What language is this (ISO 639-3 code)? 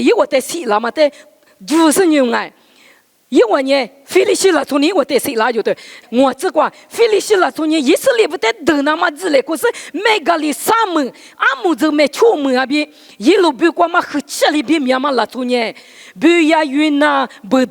lis